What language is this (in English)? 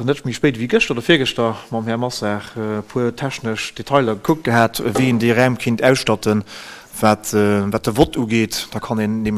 Luxembourgish